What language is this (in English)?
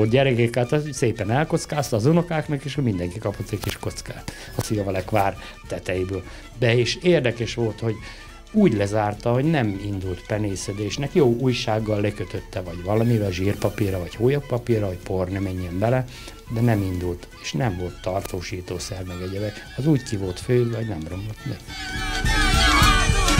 Hungarian